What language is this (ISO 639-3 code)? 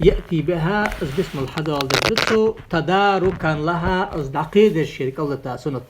inh